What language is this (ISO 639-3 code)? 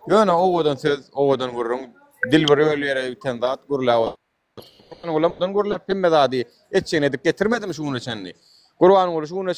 tuk